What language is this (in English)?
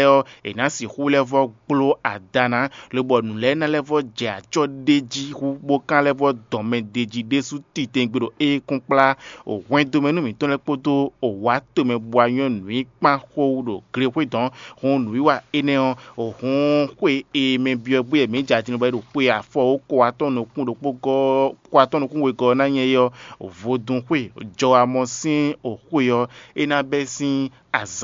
Fon